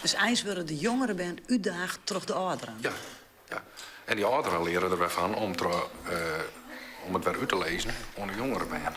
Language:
Western Frisian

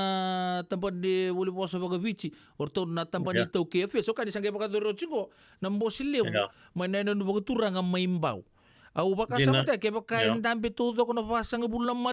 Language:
Fijian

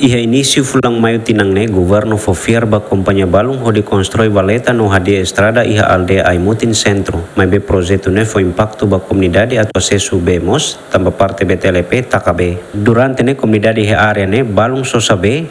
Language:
Tetum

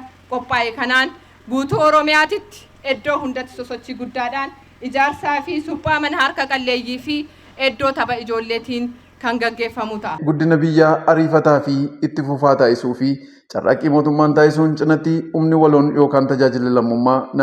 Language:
Oromo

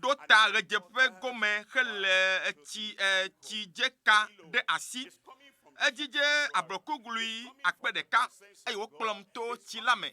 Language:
Ewe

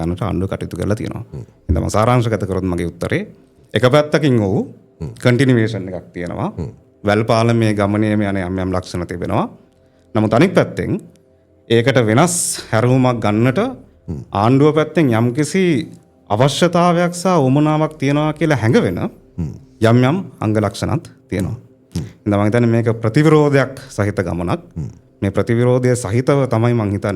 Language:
Sinhala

